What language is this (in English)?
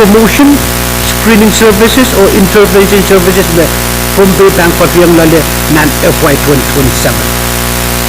Pohnpeian